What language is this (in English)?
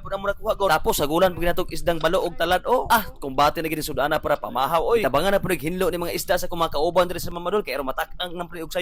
Cebuano